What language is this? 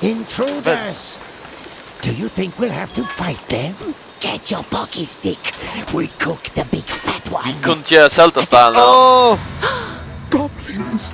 Faroese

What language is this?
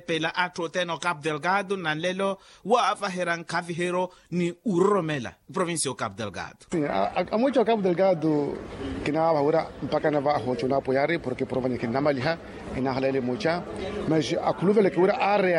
Makhuwa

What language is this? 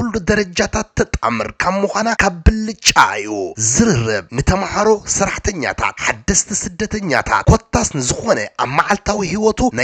Tigrinya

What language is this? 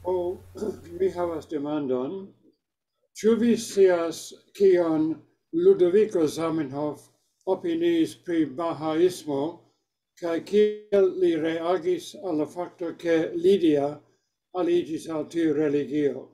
Esperanto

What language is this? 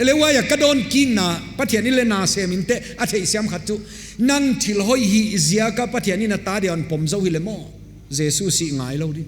Paite Chin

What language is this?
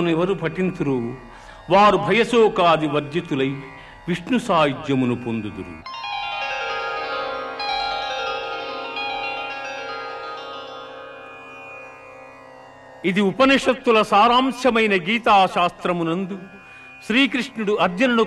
Telugu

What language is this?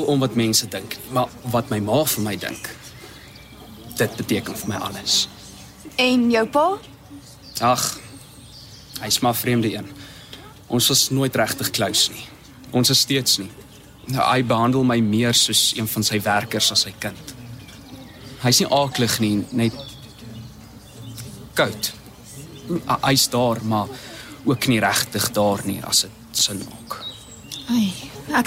Afrikaans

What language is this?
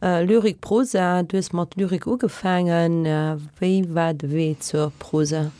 Luxembourgish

